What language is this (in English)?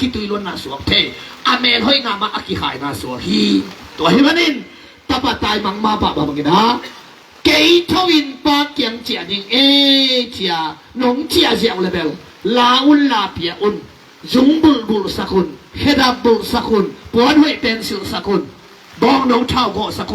Tedim Chin